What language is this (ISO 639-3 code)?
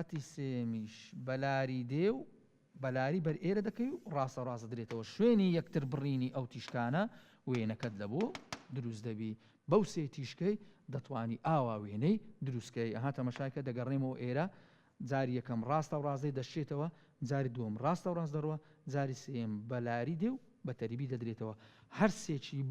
ckb